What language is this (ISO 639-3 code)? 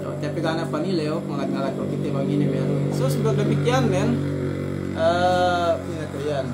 yka